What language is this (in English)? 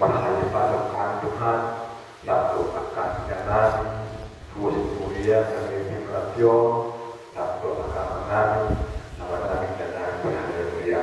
Batak Toba